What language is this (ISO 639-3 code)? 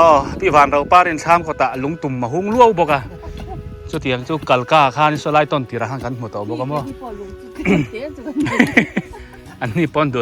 biu